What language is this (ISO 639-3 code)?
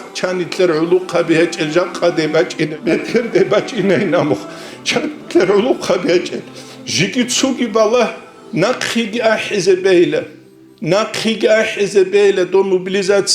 ava